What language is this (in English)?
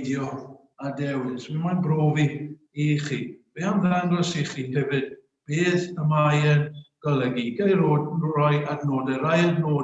Welsh